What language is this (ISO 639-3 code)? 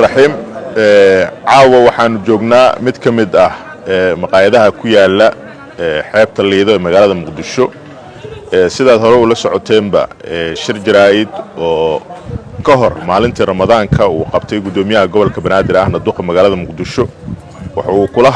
som